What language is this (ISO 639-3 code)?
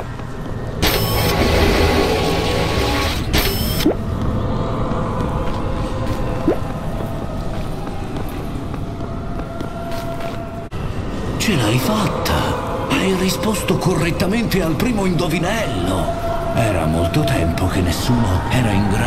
ita